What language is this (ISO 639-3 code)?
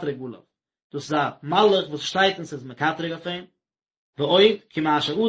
yid